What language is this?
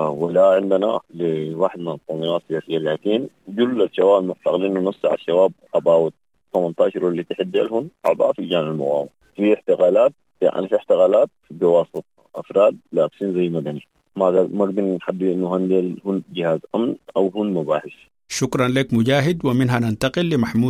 Sudanese Arabic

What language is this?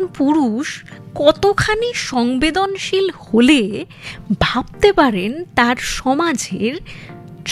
Bangla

